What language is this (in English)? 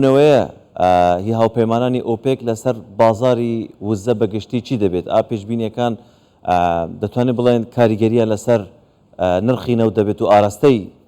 Central Kurdish